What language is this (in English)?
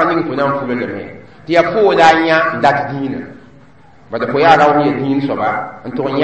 Mossi